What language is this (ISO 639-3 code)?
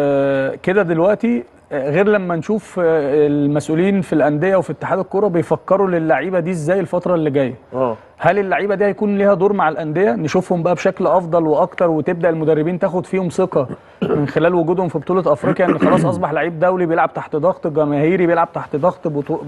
arz